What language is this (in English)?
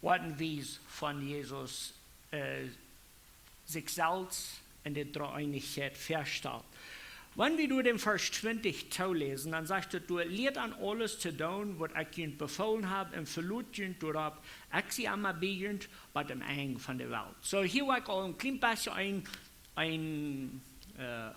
Plautdietsch